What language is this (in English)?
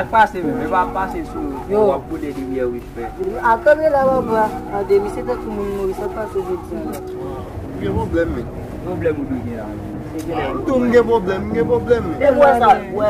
Haitian Creole